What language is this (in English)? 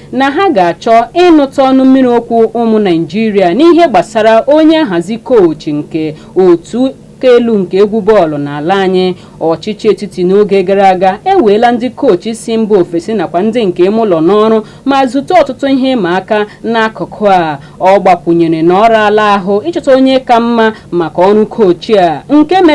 Igbo